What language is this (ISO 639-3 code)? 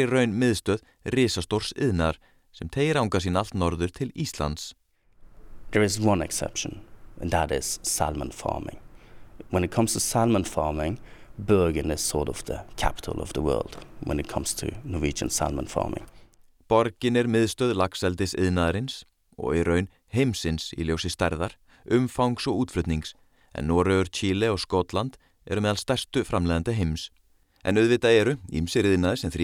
isl